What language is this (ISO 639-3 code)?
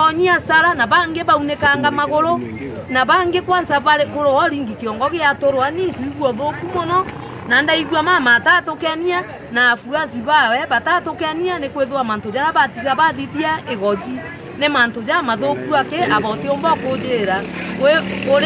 mer